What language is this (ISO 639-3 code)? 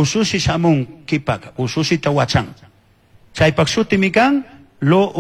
qug